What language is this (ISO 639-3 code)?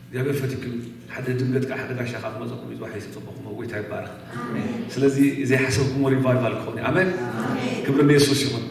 tir